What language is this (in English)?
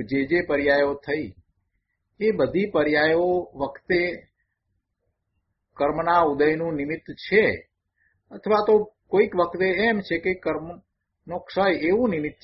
Gujarati